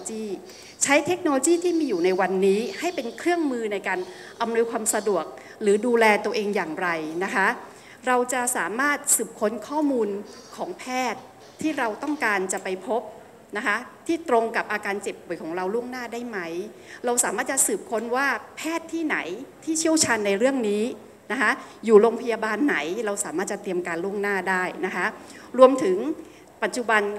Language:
Thai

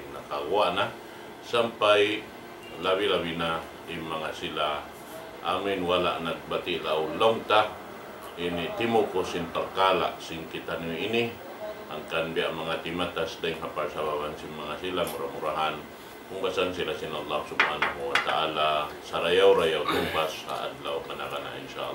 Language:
Tausug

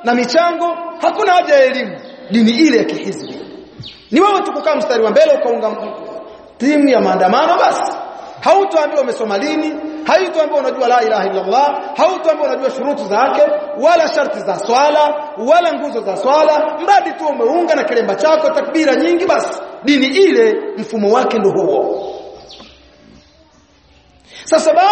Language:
Swahili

